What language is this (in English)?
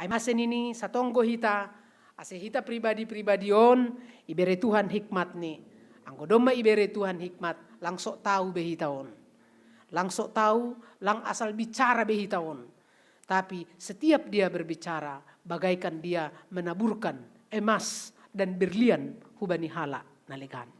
Batak Simalungun